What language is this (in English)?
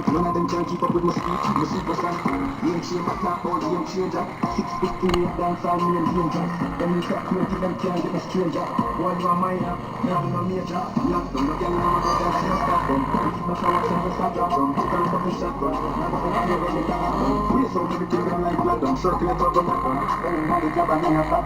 Jamaican Creole English